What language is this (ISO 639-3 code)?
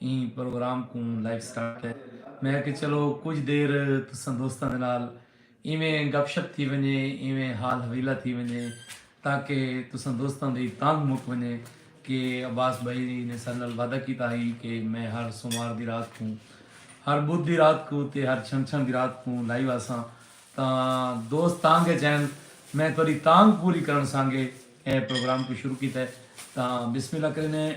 skr